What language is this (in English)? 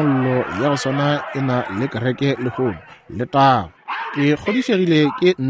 Northern Sotho